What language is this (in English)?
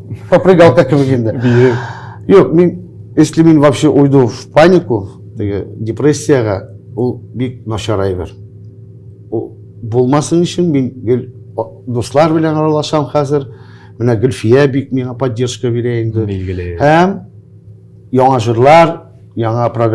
Tatar